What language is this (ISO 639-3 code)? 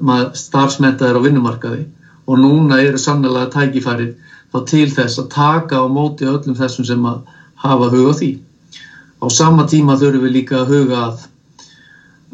isl